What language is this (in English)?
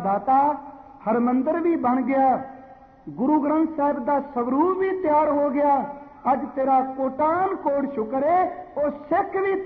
Punjabi